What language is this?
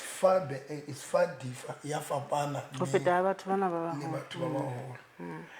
Southern Sotho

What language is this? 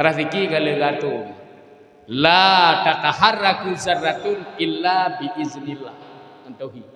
Achinese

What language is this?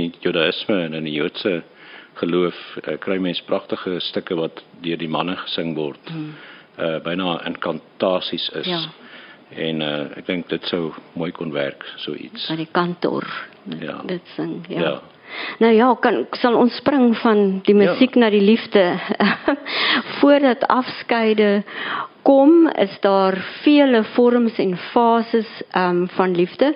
Afrikaans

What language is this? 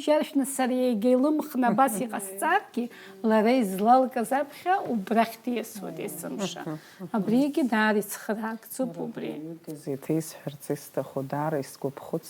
Abkhazian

